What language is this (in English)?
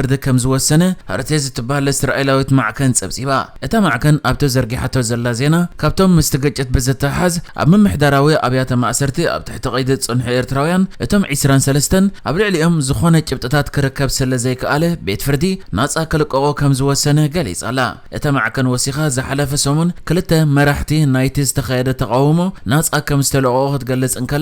Tigrinya